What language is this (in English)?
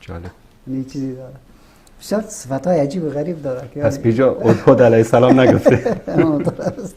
Persian